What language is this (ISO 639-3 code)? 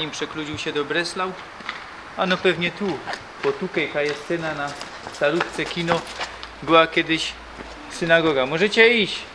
szl